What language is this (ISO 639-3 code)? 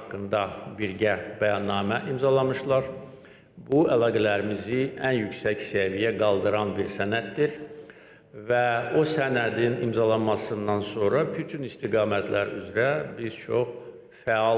aze